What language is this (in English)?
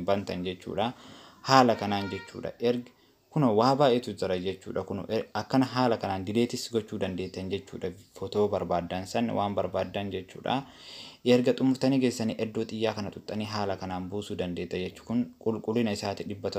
Oromo